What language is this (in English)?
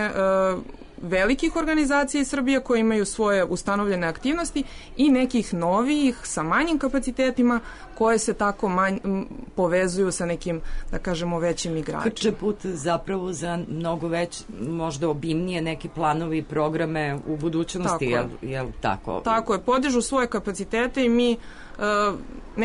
Serbian